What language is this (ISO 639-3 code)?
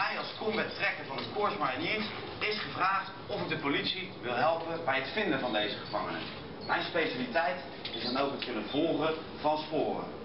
nld